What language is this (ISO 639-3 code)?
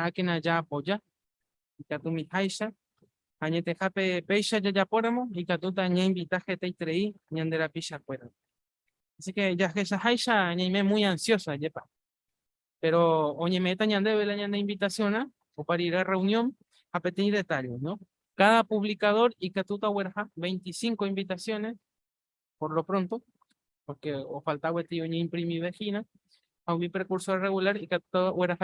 grn